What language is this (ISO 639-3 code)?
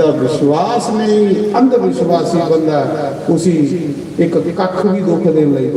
doi